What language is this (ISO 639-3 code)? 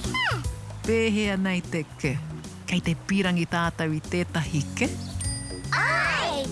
mri